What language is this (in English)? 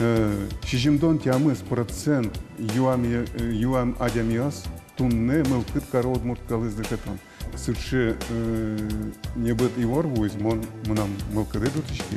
Udmurt